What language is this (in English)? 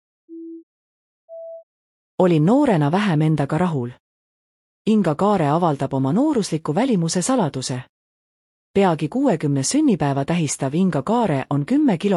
Estonian